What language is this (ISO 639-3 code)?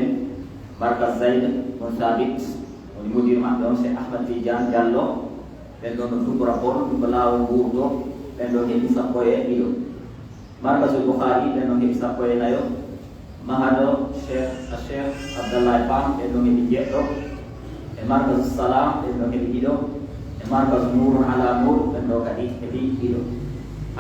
fuf